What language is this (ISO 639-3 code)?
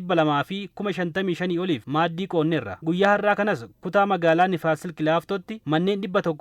orm